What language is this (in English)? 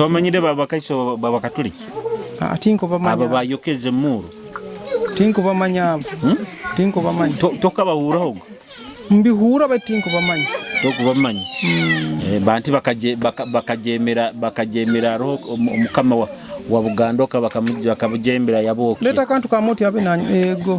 Nyoro